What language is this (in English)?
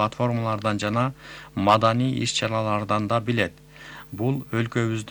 Kyrgyz